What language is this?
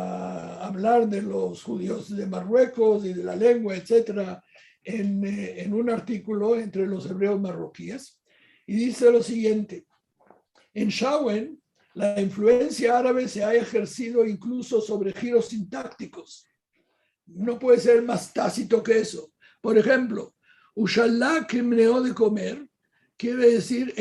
Ladino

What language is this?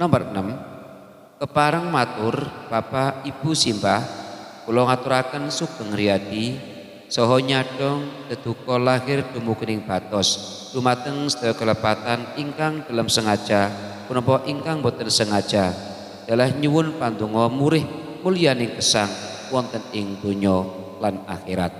Javanese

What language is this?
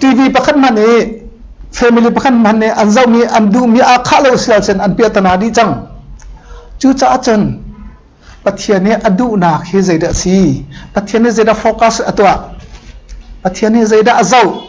Hakha Chin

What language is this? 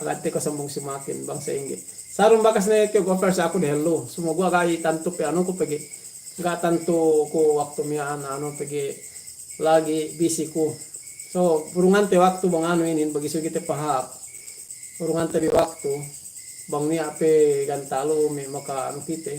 Yakan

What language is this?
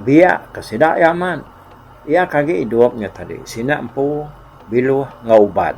Iban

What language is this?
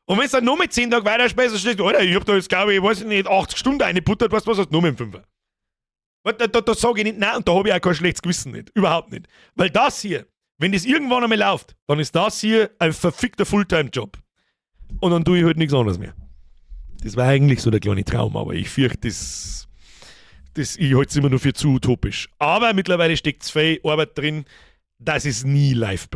Bavarian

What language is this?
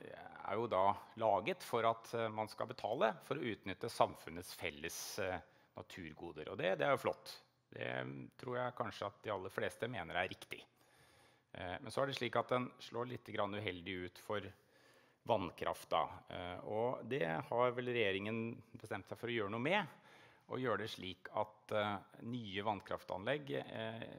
Norwegian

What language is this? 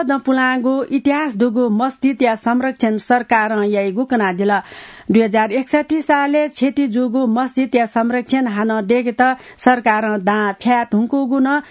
Newari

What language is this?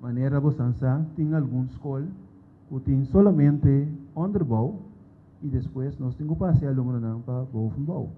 Papiamento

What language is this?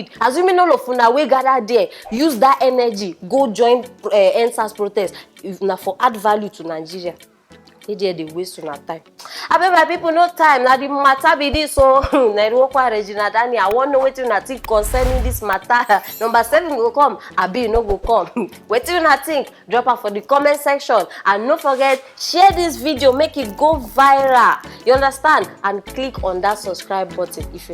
Nigerian Pidgin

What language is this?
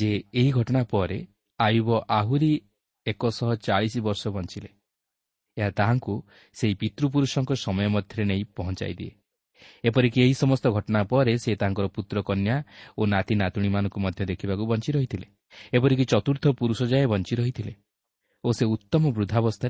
Odia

